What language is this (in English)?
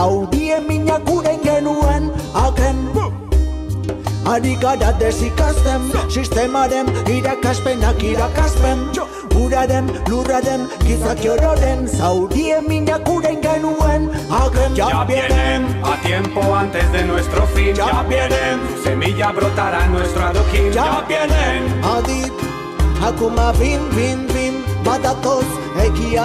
Basque